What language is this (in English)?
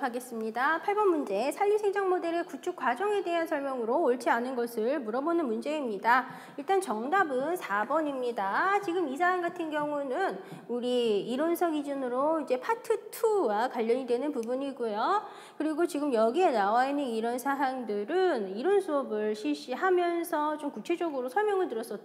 Korean